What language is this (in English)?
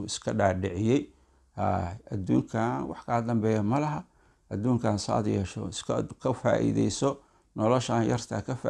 Somali